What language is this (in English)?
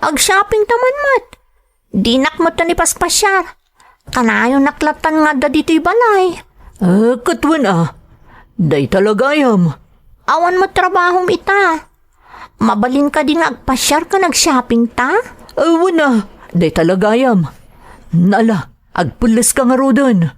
Iloko